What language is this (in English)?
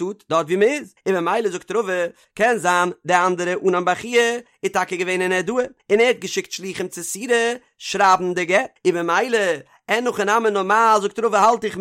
Yiddish